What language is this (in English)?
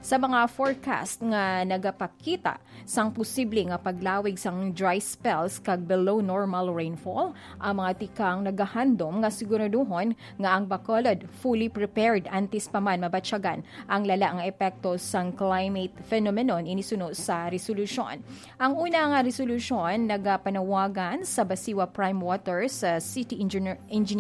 Hiligaynon